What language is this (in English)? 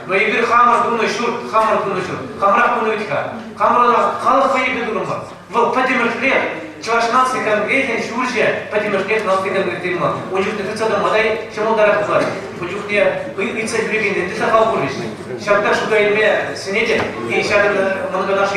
Chuvash